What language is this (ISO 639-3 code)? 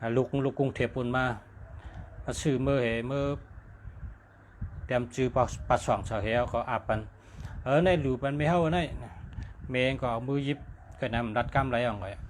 shn